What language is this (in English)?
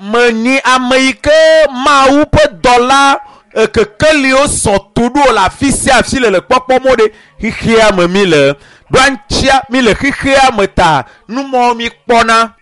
Ewe